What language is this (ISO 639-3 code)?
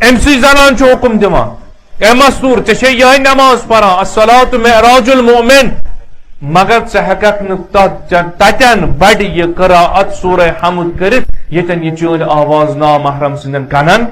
kas